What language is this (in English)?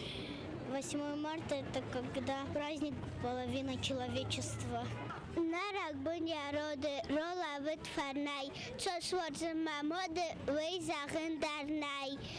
Ossetic